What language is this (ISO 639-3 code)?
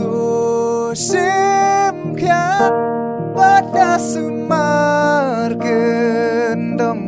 kha